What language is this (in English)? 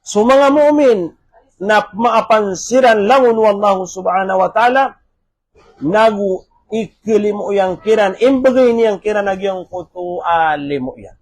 Maranao